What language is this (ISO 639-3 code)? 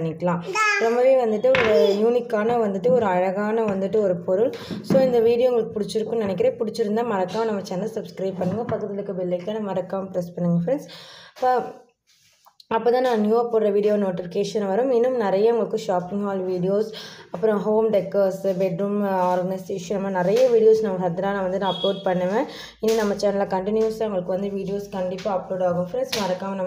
tam